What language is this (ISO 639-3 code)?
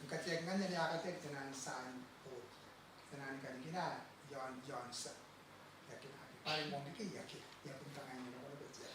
gil